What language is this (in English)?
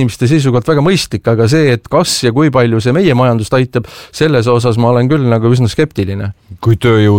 Estonian